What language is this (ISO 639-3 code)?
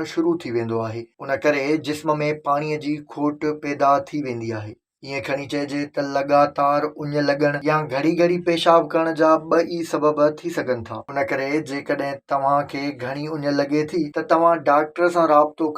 snd